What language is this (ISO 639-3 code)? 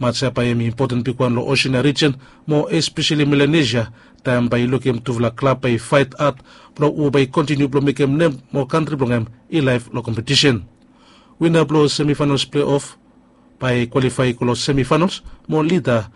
bis